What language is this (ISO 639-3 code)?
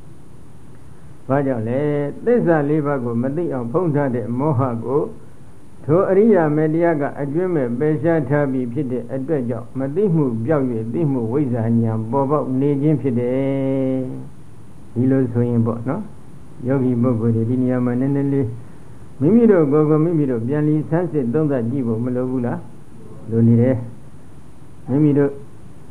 mya